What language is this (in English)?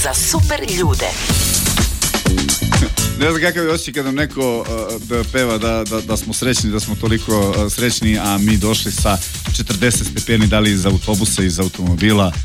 Serbian